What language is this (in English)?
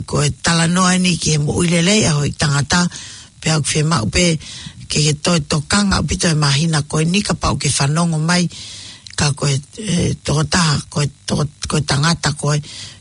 Tongan